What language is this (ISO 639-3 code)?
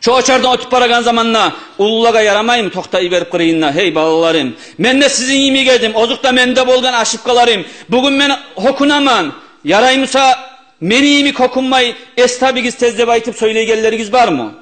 kum